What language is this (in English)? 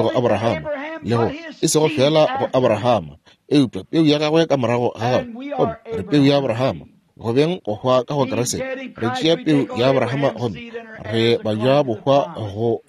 Northern Sotho